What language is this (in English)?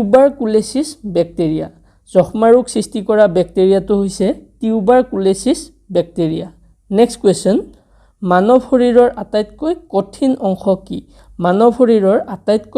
Assamese